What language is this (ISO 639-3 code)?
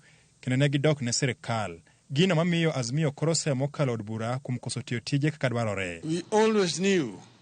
luo